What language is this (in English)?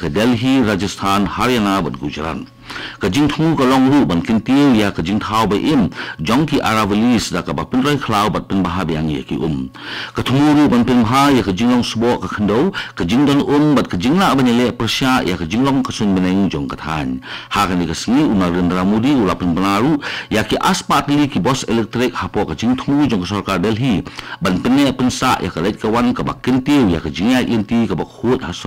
Khasi